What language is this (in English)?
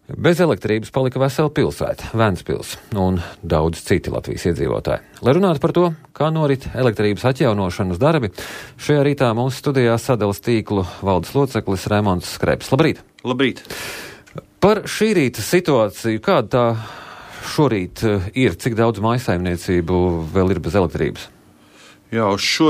Latvian